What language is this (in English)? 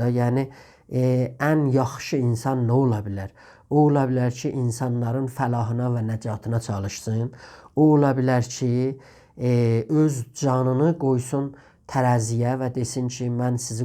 South Azerbaijani